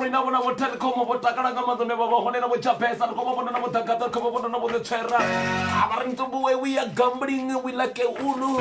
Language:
Venda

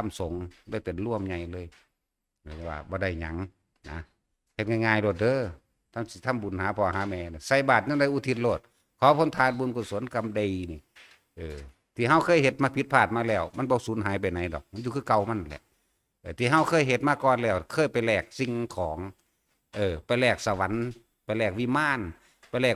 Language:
Northeastern Thai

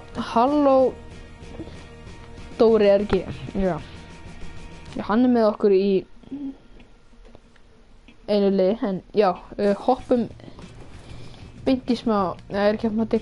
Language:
Icelandic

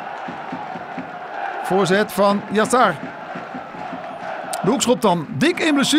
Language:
Dutch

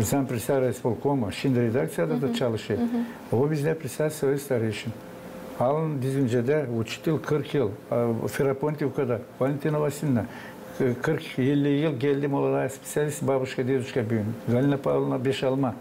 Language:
Gagauz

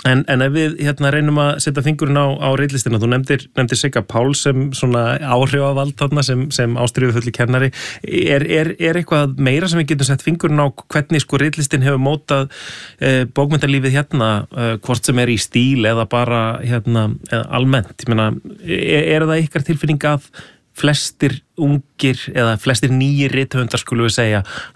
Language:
Icelandic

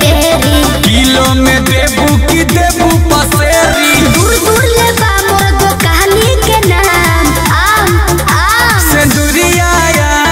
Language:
Bhojpuri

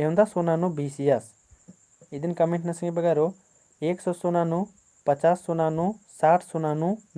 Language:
Kurukh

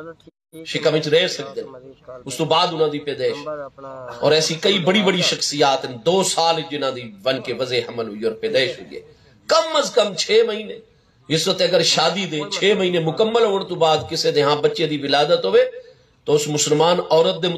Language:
Saraiki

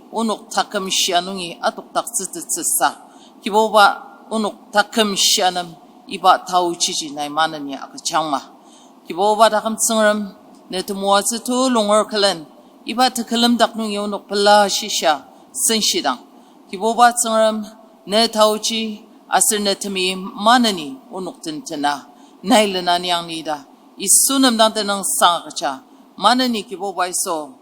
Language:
Ao Naga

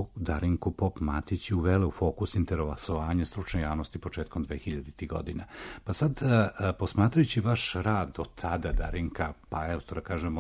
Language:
Serbian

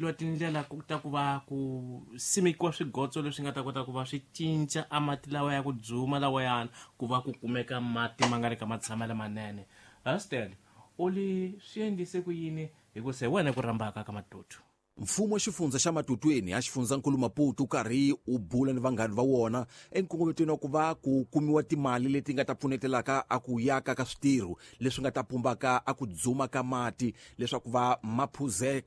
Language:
Tsonga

